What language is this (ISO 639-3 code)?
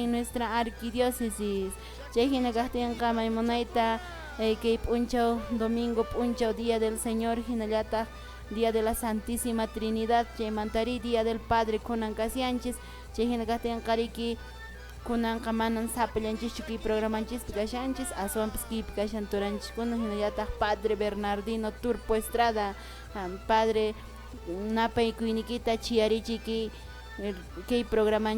que